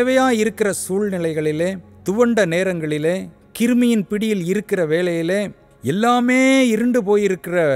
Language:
Tamil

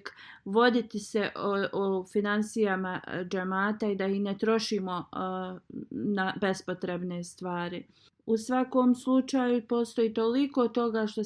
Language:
Bosnian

